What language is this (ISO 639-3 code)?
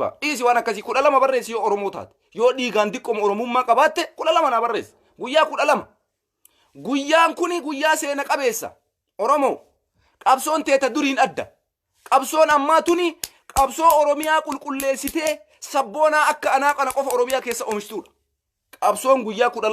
orm